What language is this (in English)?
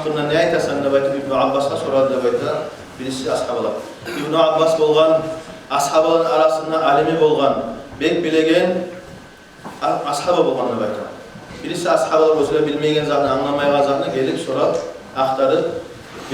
Kumyk